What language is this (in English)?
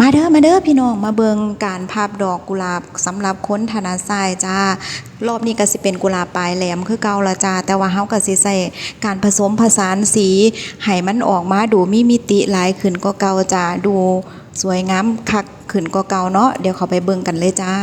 Northeastern Thai